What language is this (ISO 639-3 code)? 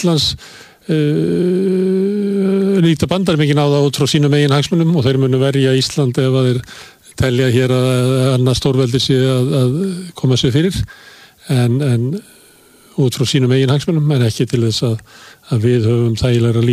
isl